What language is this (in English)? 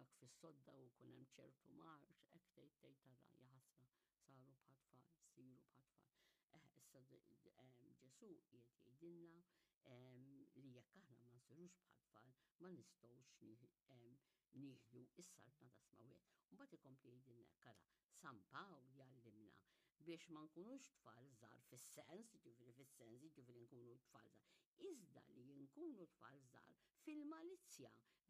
Maltese